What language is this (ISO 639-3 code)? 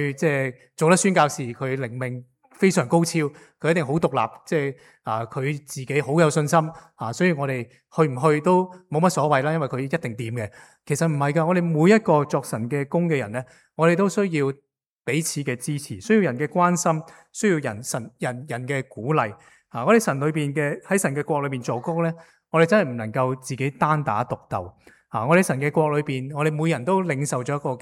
yue